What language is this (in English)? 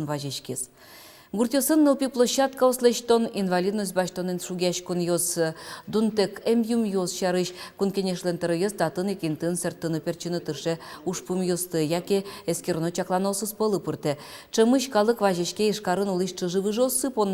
Udmurt